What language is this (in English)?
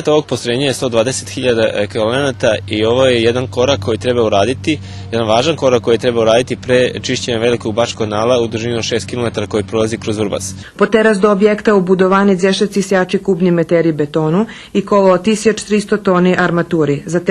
Rusyn